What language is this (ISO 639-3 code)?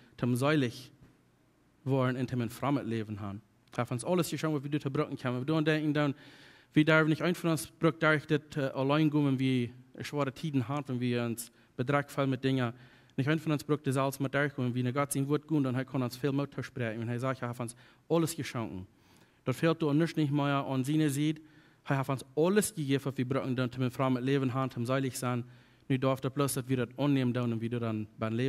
pdt